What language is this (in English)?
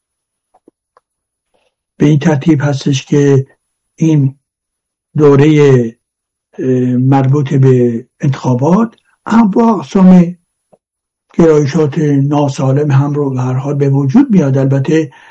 Persian